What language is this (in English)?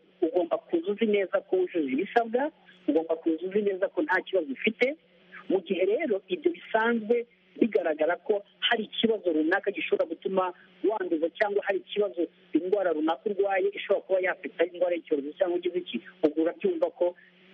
Kinyarwanda